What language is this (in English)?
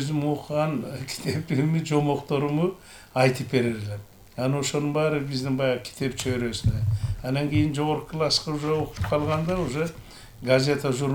Kyrgyz